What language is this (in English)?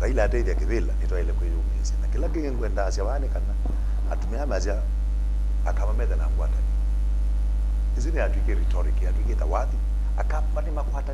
Kamba